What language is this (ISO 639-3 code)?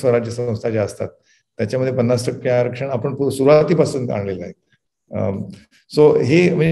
mar